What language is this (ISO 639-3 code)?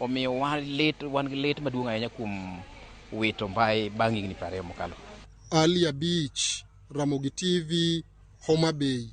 luo